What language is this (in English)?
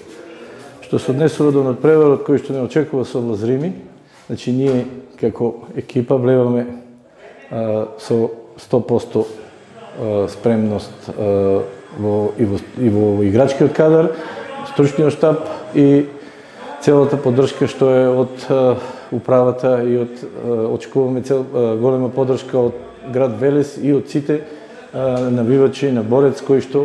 Macedonian